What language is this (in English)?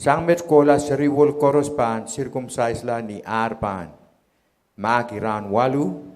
Pohnpeian